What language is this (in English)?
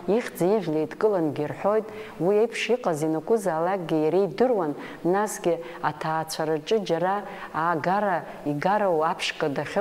Abkhazian